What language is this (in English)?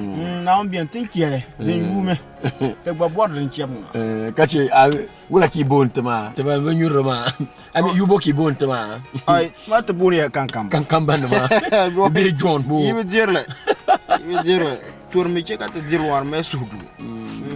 Dagbani